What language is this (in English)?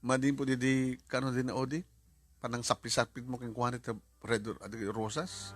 Iloko